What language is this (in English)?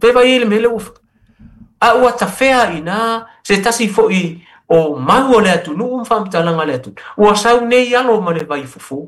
Samoan